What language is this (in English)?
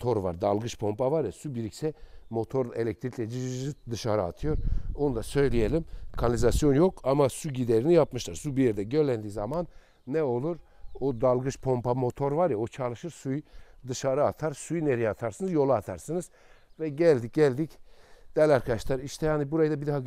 Turkish